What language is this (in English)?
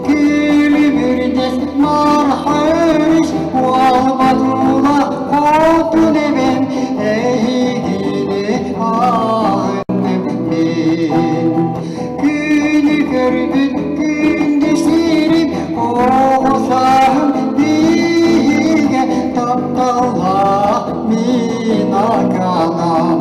Yakut